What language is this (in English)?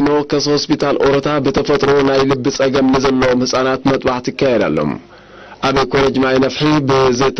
Tigrinya